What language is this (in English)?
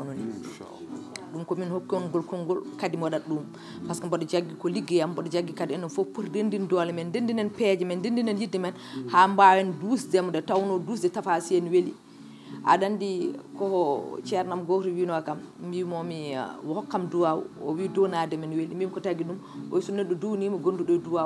Fula